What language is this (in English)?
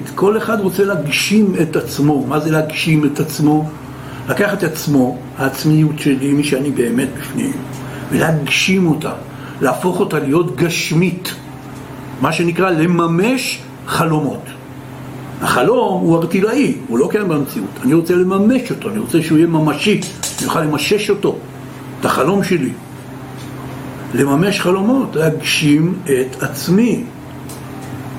Hebrew